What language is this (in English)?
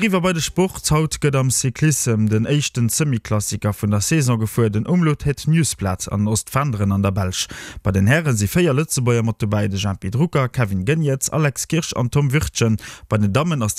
Luxembourgish